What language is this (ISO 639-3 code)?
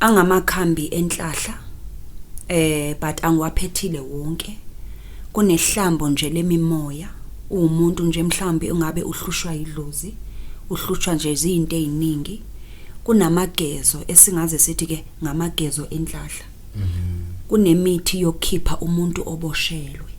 zul